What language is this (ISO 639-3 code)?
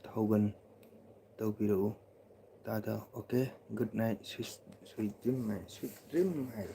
mni